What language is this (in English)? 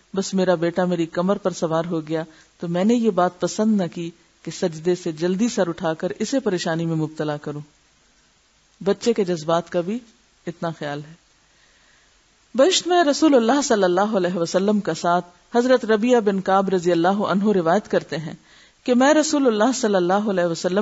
Urdu